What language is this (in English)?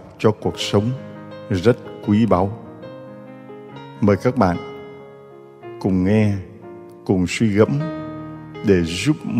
Vietnamese